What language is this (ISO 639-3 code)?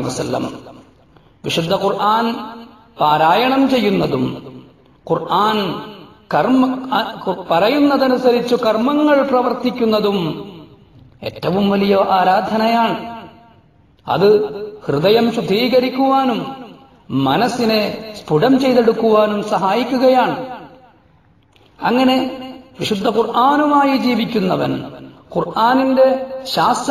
mal